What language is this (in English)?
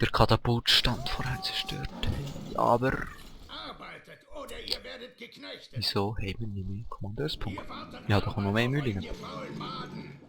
Swiss German